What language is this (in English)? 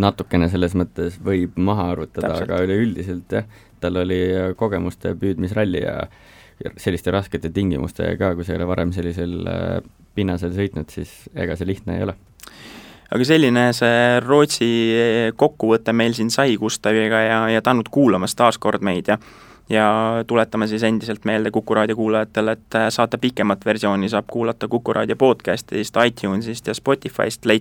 Estonian